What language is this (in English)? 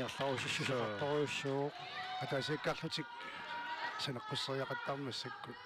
Kalaallisut